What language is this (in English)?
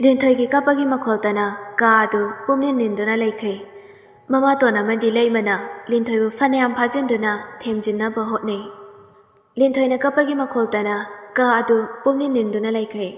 Manipuri